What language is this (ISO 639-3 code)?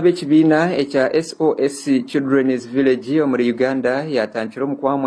nyn